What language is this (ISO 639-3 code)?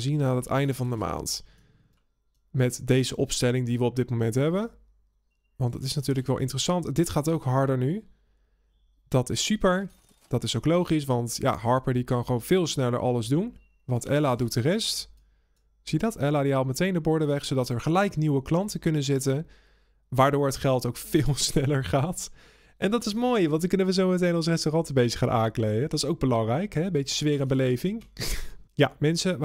nld